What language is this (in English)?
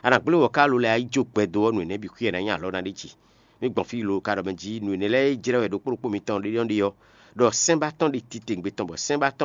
Fon